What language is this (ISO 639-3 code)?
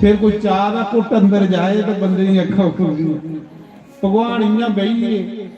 doi